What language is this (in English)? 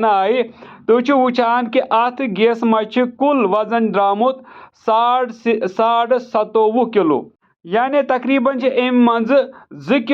Kashmiri